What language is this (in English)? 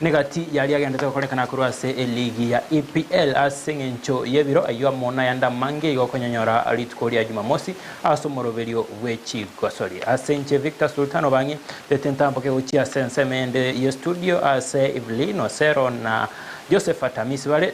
Gusii